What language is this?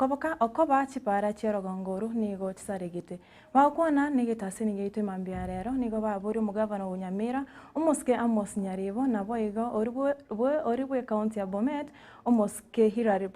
Gusii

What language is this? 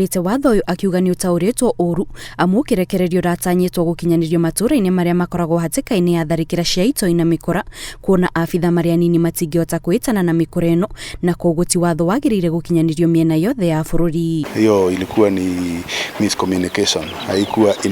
Kikuyu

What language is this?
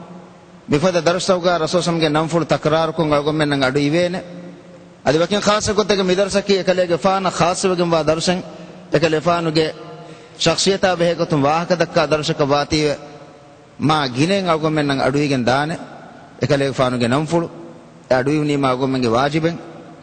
Divehi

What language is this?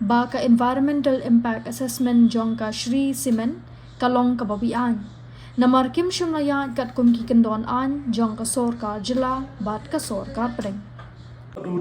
Khasi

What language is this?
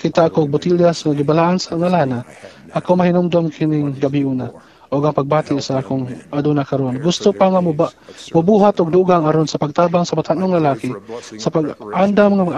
Cebuano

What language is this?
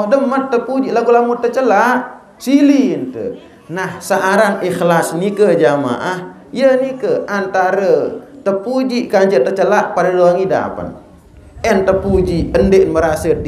Sasak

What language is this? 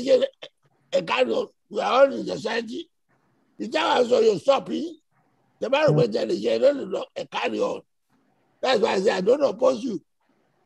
Yoruba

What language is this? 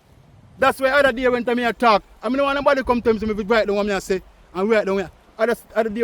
Jamaican Creole English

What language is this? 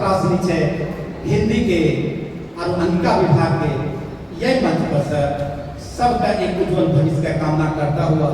Angika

